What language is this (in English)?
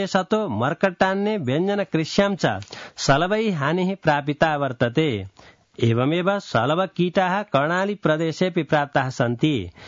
Sanskrit